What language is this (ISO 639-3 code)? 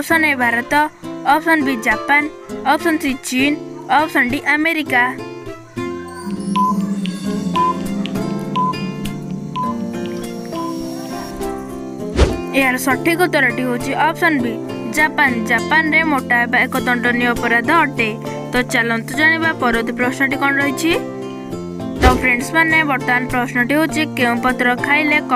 ori